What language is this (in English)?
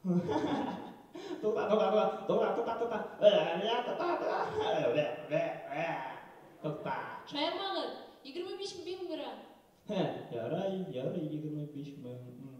Bashkir